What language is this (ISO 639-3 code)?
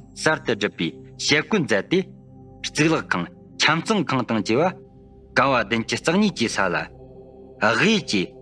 bod